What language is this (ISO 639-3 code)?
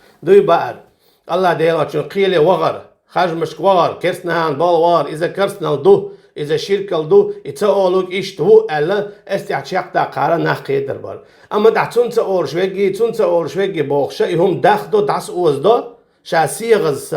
che